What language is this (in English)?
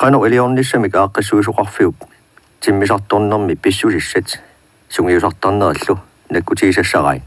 Kalaallisut